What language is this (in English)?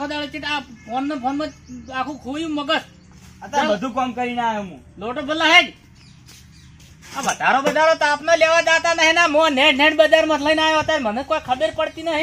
Gujarati